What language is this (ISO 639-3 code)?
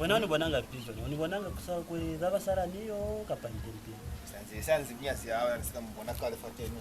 loz